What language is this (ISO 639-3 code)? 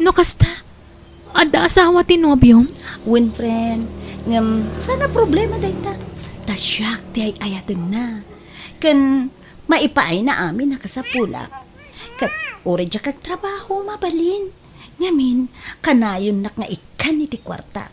ilo